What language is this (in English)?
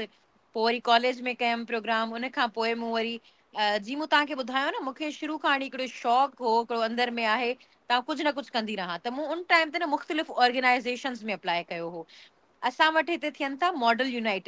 Sindhi